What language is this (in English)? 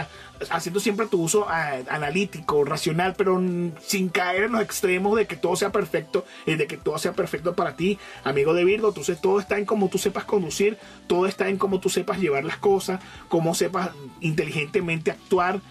Spanish